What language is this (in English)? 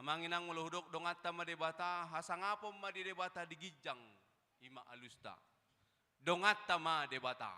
Batak Toba